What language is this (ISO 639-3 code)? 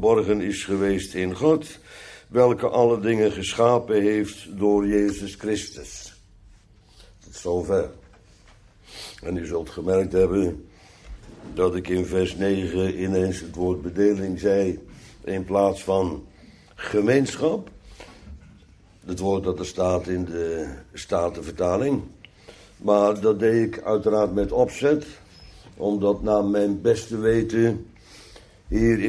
nld